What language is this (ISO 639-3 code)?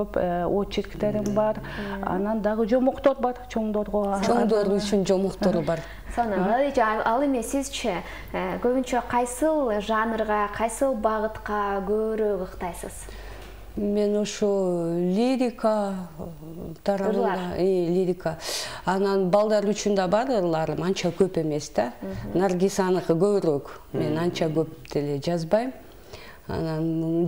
kir